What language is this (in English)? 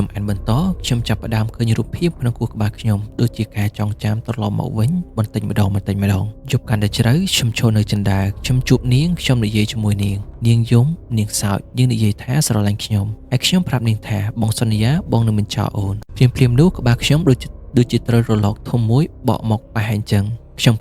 Khmer